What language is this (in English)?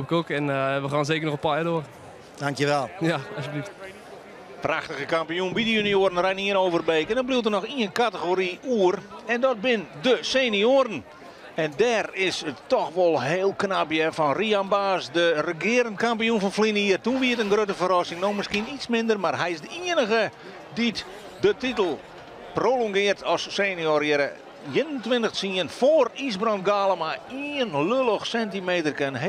Western Frisian